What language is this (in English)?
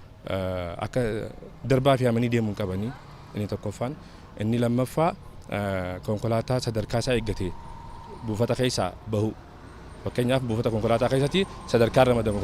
Oromo